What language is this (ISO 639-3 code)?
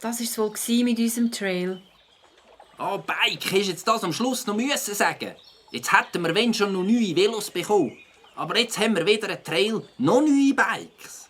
gsw